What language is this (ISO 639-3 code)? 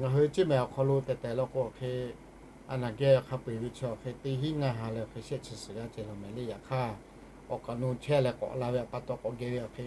lhu